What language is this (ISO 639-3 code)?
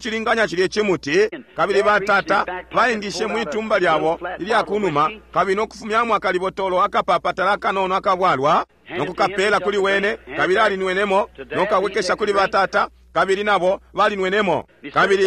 bem